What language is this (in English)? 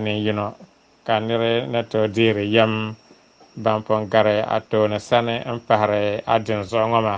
Dagbani